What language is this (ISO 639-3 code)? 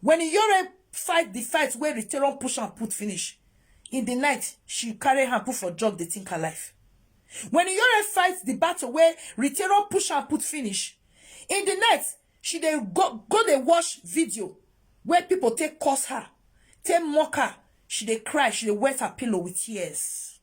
pcm